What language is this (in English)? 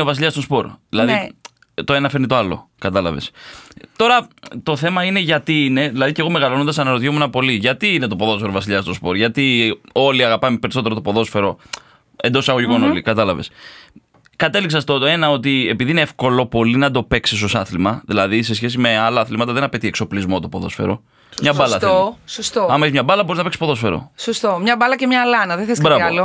Greek